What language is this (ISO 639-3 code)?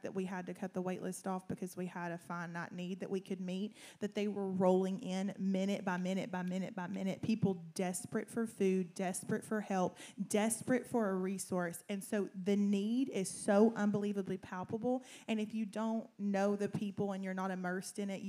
eng